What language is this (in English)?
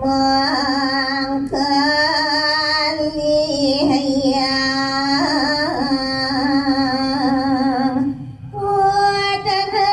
Balinese